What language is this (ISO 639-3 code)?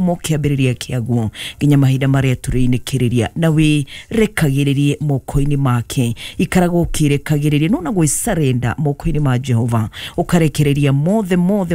kik